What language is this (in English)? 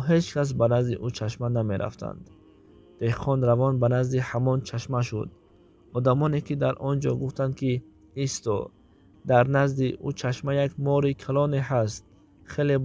Tajik